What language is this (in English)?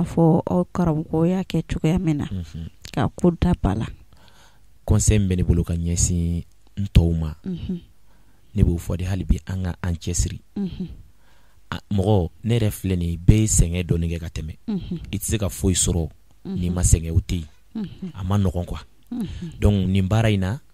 Bambara